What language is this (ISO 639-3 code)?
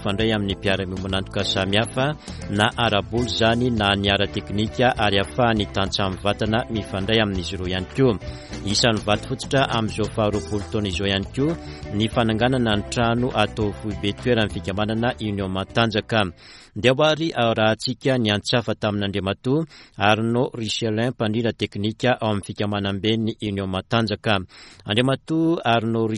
mlg